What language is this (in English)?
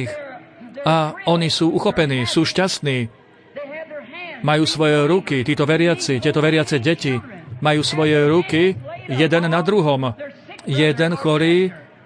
Slovak